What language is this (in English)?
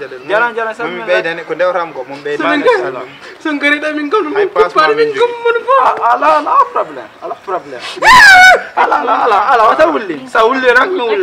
Fula